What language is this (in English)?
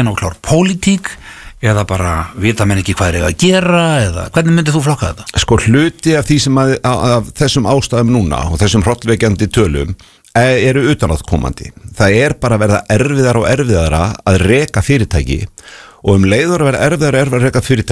Icelandic